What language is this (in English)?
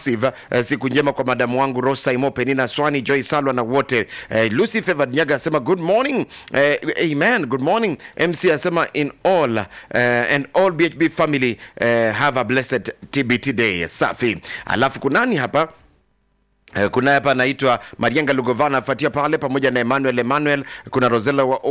Swahili